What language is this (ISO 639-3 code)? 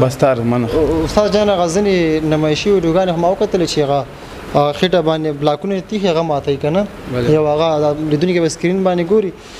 pus